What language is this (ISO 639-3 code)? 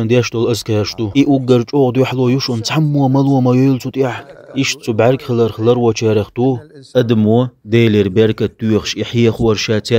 che